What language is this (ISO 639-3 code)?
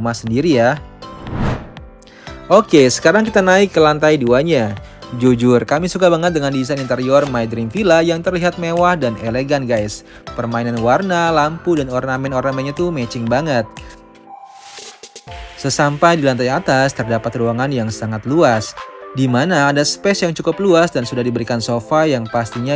ind